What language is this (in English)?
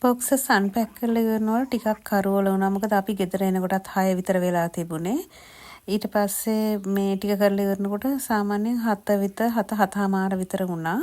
Sinhala